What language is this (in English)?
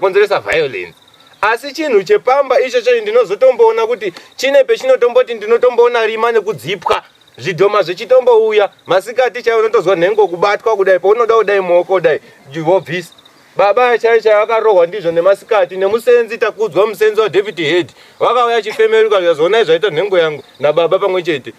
Shona